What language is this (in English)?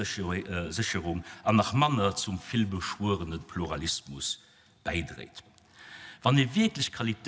Luxembourgish